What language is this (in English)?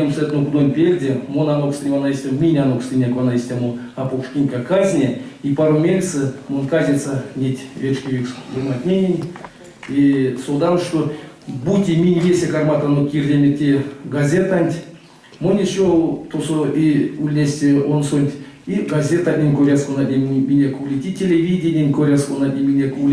Erzya